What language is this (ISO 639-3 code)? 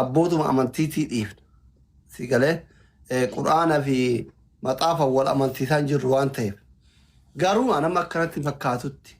orm